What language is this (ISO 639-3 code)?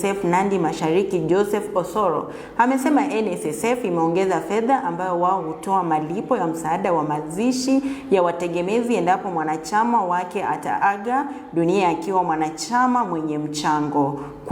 swa